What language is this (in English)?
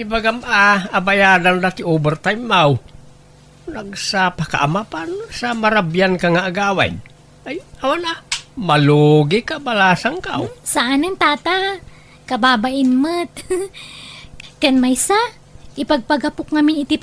Iloko